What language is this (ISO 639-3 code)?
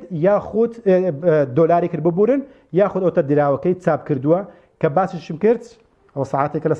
ckb